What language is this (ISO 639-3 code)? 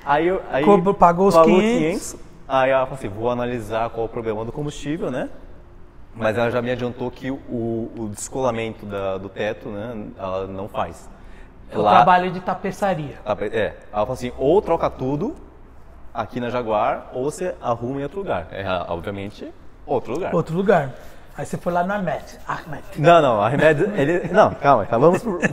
por